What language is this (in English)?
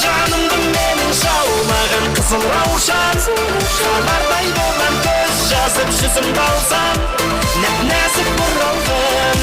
Kara-Kalpak